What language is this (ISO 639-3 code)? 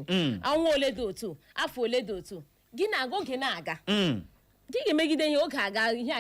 ibo